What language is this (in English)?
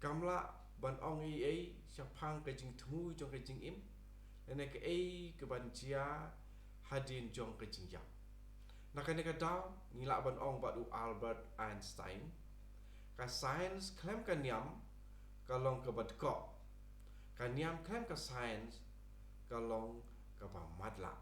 Khasi